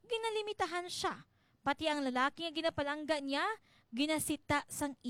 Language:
Hiligaynon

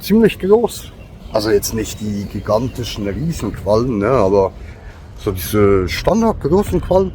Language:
Swiss German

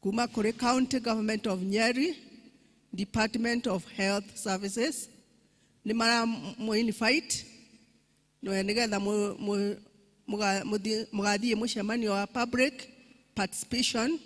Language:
Kikuyu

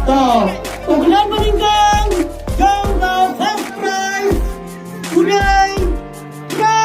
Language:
Khasi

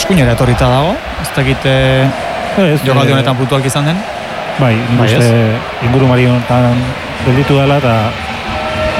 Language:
Basque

